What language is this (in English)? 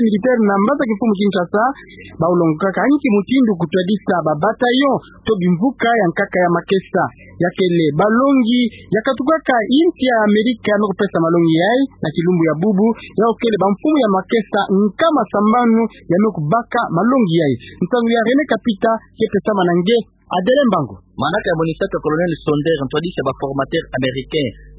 Kituba (Democratic Republic of Congo)